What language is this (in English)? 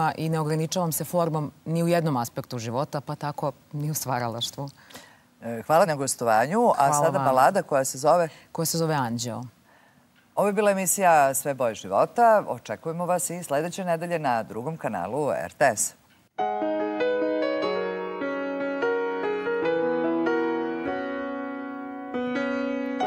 Serbian